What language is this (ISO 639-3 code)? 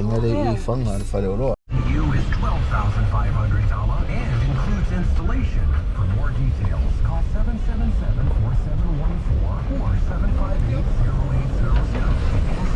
smo